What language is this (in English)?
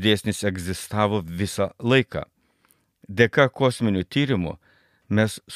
Lithuanian